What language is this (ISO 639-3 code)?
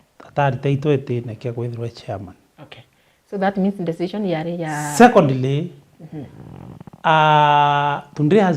mer